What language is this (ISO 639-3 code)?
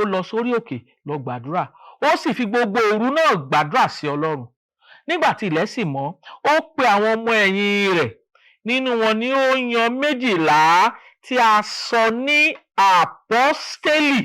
yor